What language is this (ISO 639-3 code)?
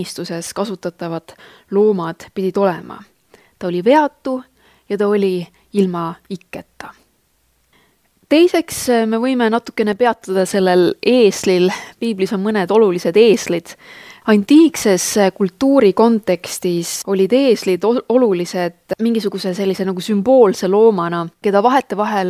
est